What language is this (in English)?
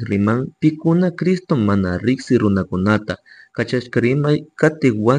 Chimborazo Highland Quichua